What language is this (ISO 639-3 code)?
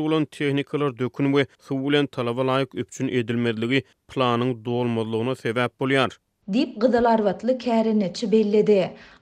tuk